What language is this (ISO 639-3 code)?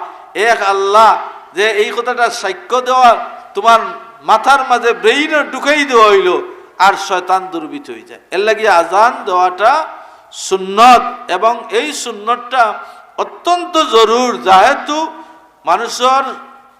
syl